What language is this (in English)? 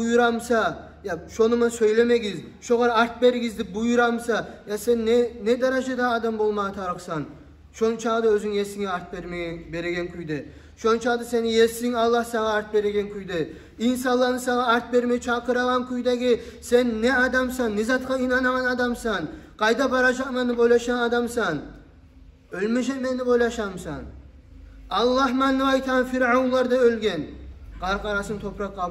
Kumyk